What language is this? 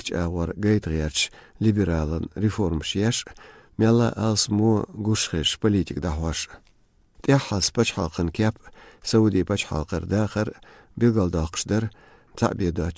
Chechen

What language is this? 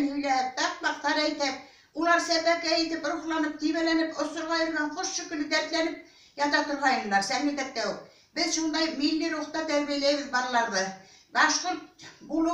Bashkir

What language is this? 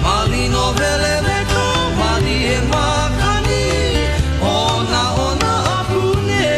Hawaiian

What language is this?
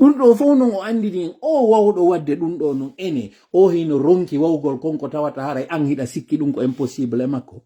Pular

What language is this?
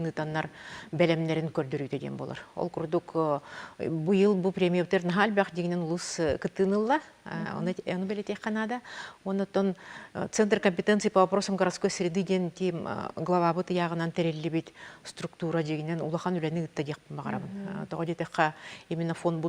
Yakut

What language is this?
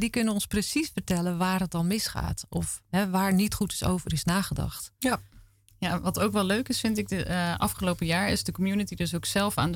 Dutch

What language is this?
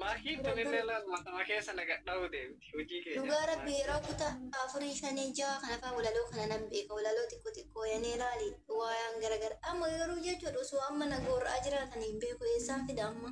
Oromo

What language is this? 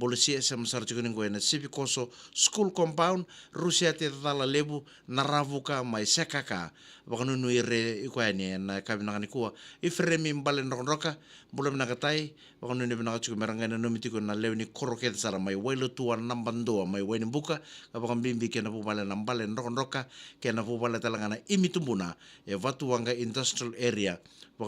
Fijian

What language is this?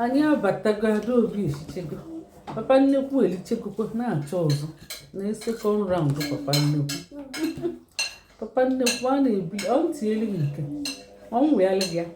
Igbo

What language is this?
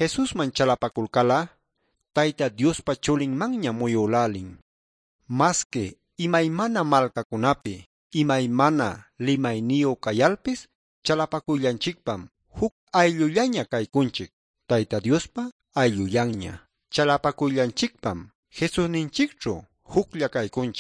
Quechua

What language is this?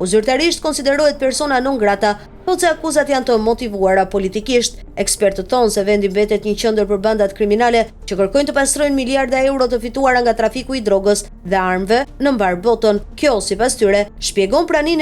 Albanian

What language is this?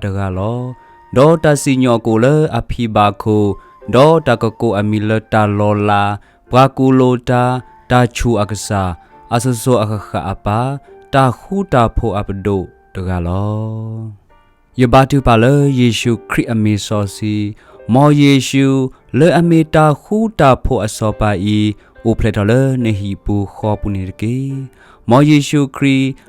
S'gaw Karen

